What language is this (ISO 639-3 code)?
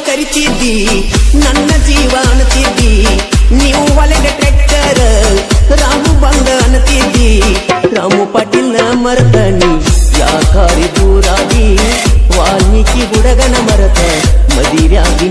kan